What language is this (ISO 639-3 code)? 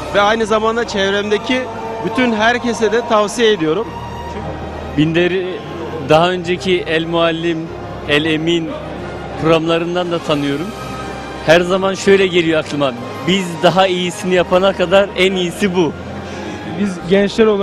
tur